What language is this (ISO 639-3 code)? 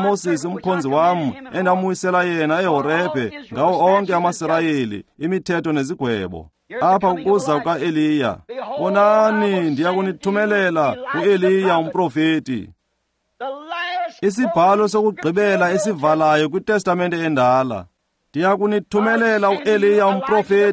xho